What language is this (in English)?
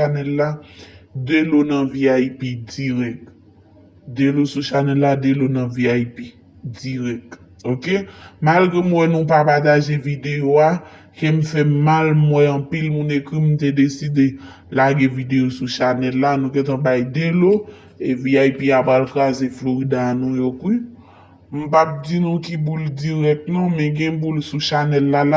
Haitian Creole